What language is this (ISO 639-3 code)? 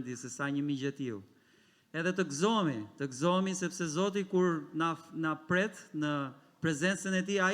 sqi